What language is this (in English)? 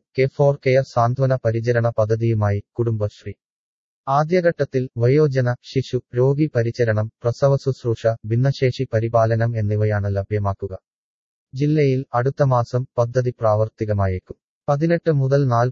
Malayalam